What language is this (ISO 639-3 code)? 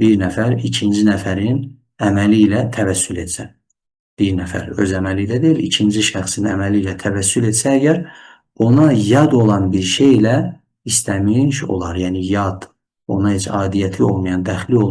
aze